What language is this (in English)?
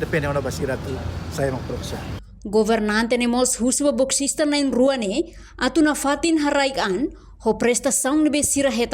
Tetum